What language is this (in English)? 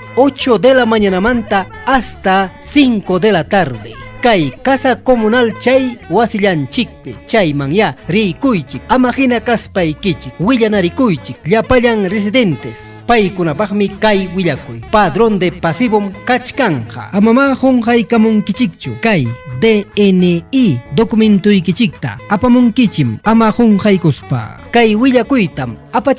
Ayacucho Quechua